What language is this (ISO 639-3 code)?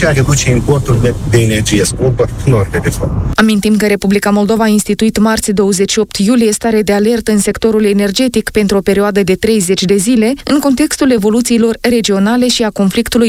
ron